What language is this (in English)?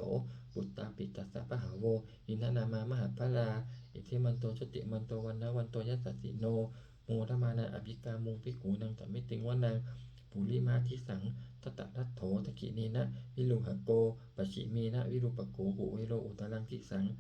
Pali